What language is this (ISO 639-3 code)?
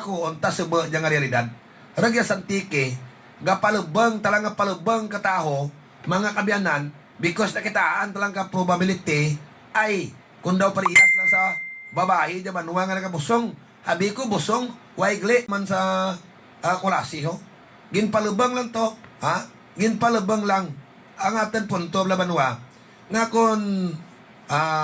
hil